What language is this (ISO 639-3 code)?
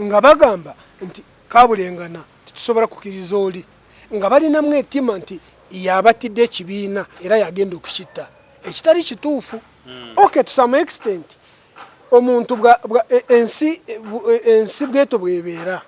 lug